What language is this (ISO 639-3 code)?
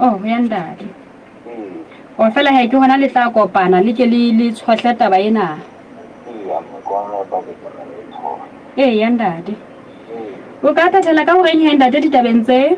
sot